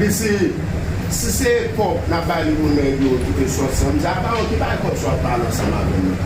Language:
Haitian Creole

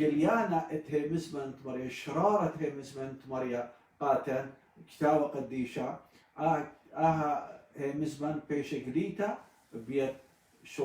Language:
Assyrian Neo-Aramaic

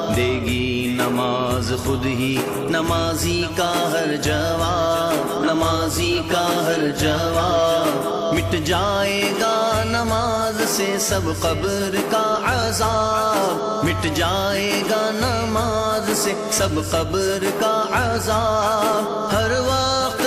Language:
Urdu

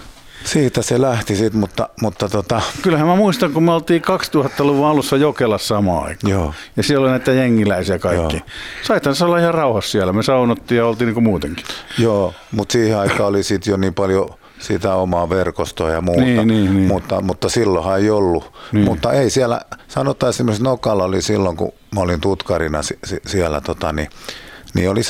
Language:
Finnish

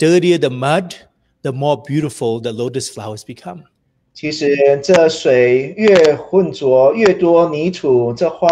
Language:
English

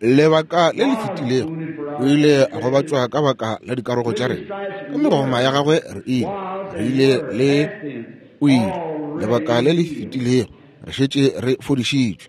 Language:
Northern Sotho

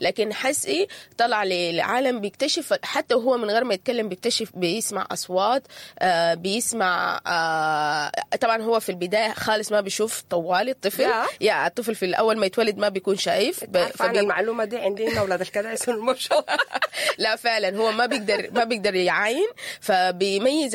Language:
Sudanese Arabic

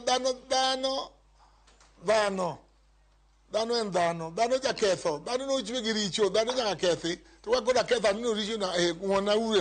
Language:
Luo (Kenya and Tanzania)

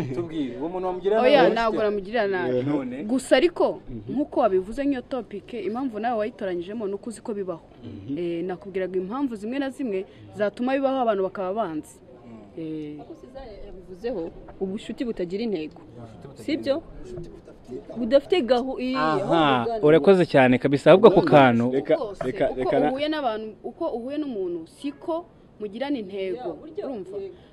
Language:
Kinyarwanda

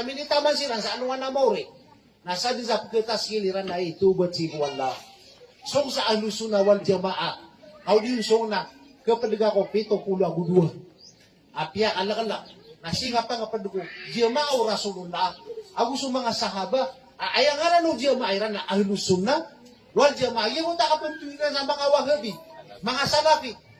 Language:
Maranao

